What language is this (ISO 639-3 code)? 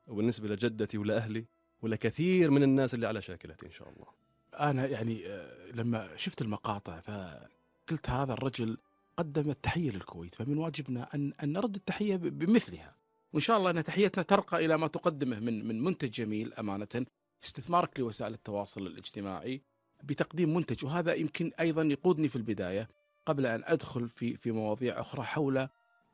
afb